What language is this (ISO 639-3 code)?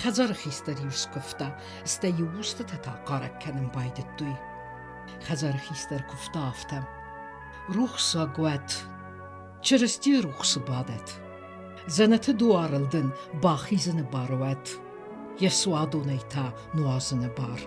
oss